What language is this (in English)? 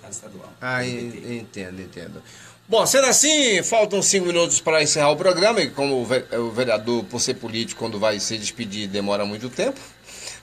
Portuguese